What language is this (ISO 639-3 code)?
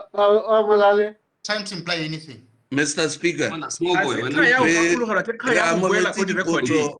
tsn